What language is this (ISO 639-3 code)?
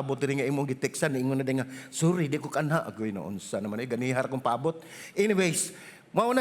ceb